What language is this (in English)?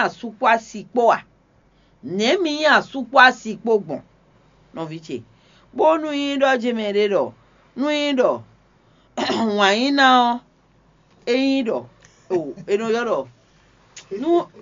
Fon